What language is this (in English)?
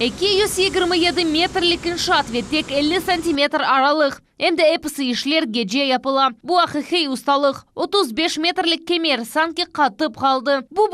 Crimean Tatar